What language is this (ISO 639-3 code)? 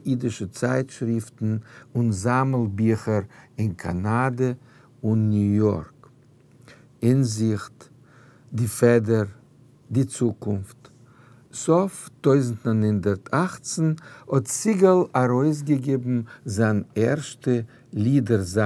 yid